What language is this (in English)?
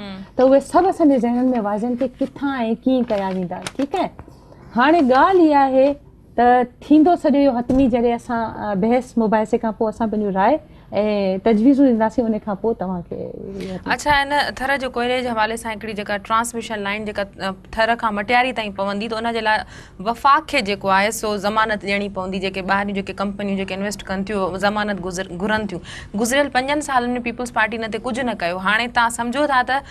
Sindhi